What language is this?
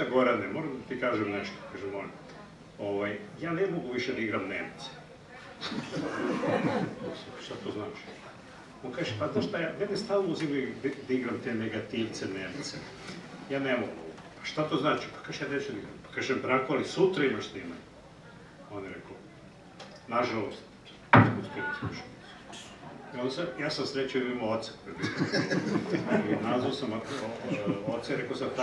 Serbian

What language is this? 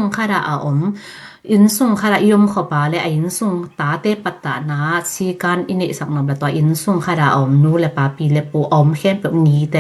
Tedim Chin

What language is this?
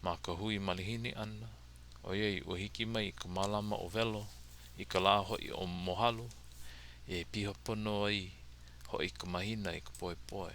Hawaiian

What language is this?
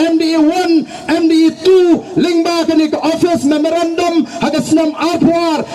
Khasi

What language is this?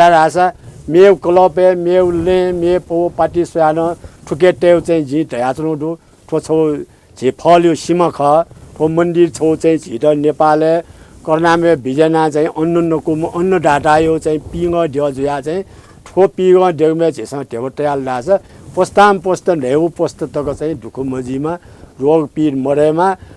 Newari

